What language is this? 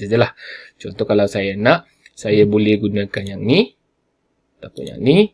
Malay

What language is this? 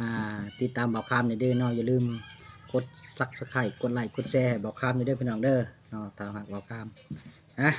Northeastern Thai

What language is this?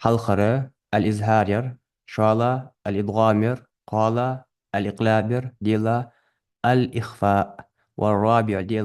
Ingush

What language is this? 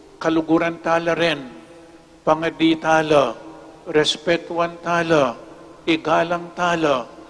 Pampanga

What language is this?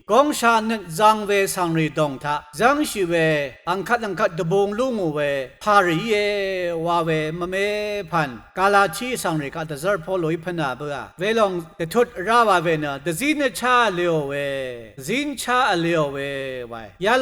Rawang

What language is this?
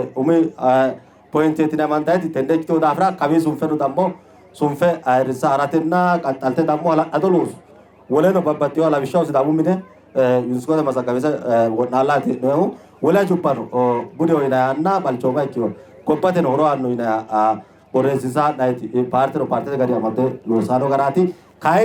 Sidamo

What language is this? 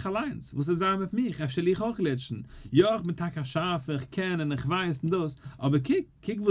Yiddish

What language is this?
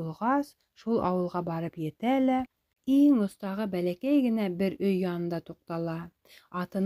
Bashkir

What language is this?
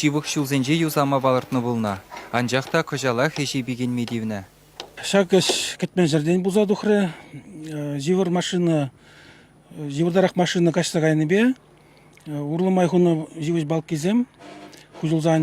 Chuvash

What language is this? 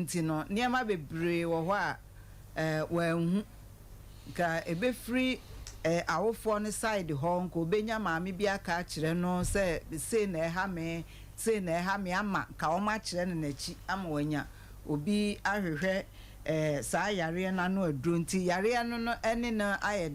Akan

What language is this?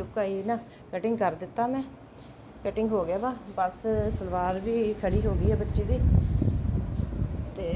Punjabi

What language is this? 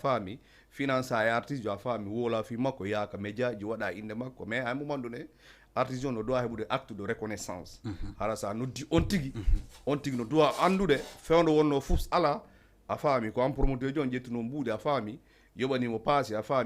Fula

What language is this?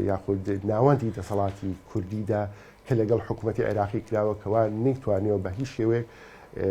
Central Kurdish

